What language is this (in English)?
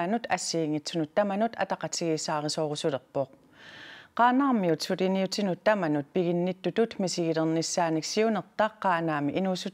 Kalaallisut